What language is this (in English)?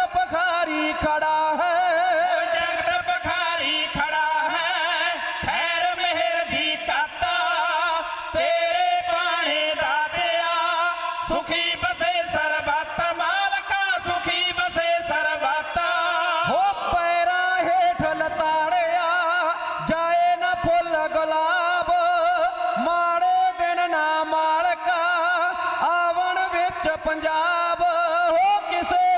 Punjabi